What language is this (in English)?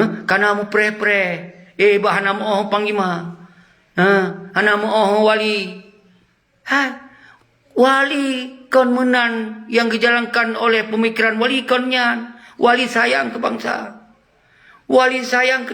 Achinese